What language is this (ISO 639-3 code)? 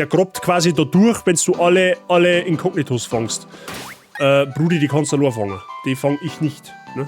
bar